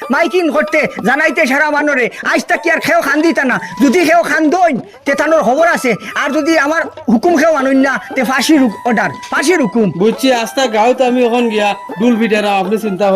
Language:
Sylheti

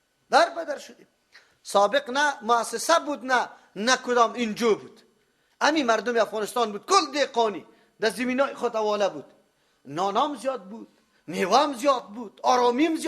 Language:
Persian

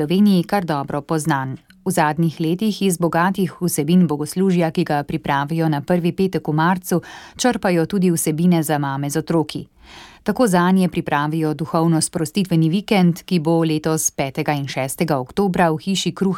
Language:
Slovenian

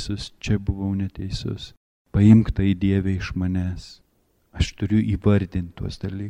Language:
Lithuanian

